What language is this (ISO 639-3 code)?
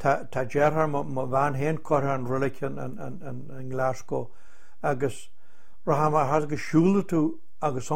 gle